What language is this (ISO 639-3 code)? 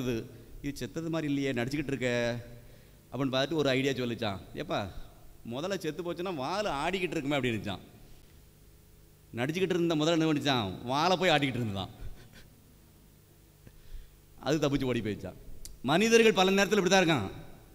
tam